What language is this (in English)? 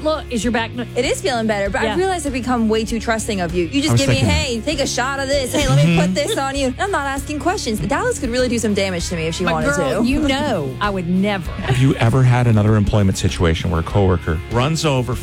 English